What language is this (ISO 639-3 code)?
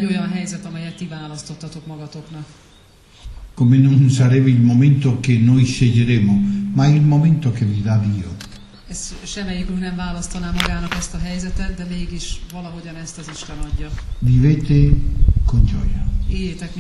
hun